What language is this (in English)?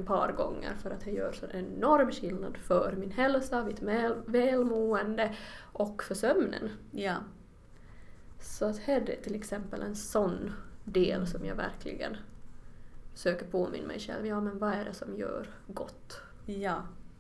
Swedish